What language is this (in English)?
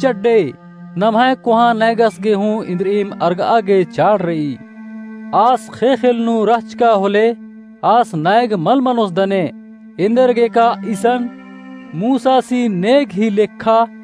Kurukh